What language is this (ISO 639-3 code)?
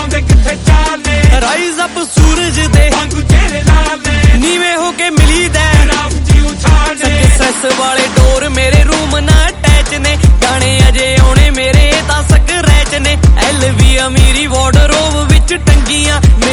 pan